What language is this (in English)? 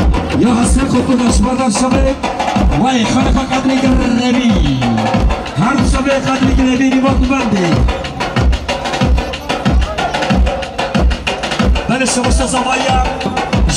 Persian